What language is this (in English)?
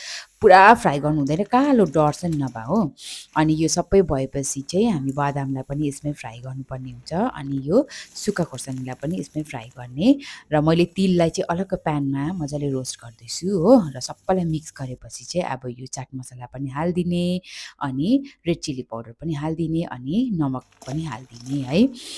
Nepali